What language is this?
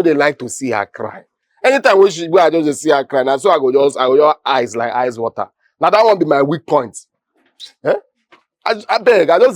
Nigerian Pidgin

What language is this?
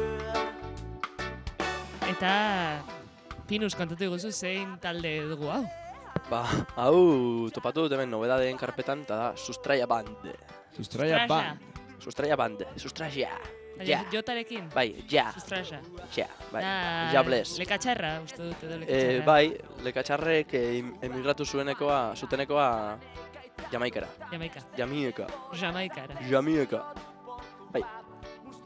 Basque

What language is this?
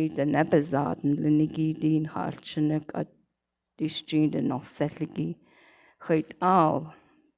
Navajo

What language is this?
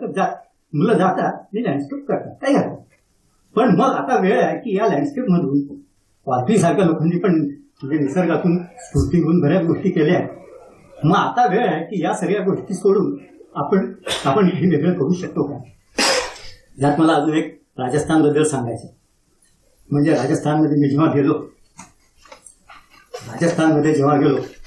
Marathi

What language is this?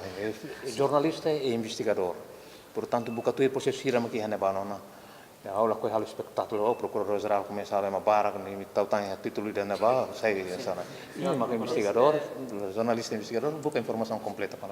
Tetum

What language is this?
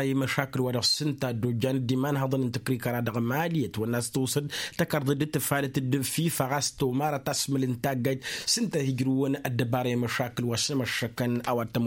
Tamasheq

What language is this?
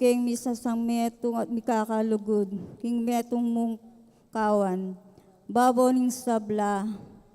Pampanga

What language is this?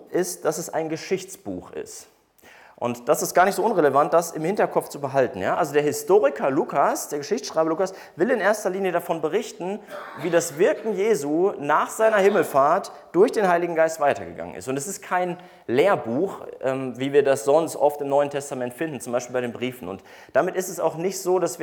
German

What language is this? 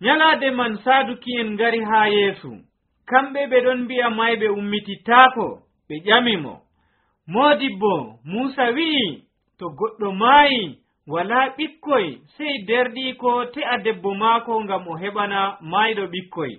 Nigerian Fulfulde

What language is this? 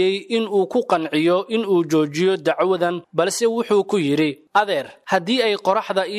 Somali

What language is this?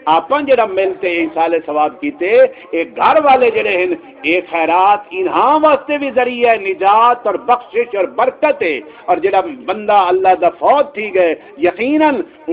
Saraiki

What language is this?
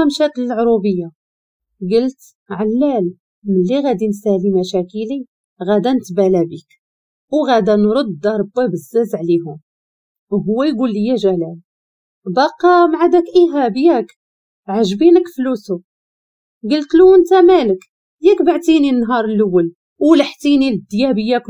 Moroccan Arabic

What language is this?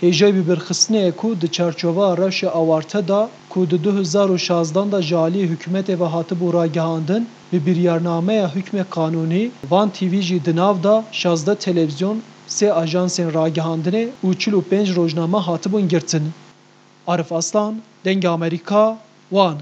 Kurdish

